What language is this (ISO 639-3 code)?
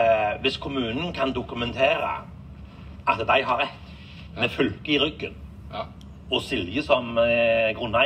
nor